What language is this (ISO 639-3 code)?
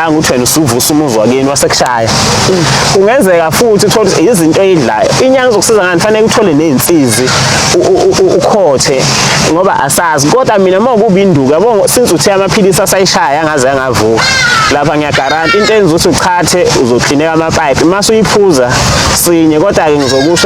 zul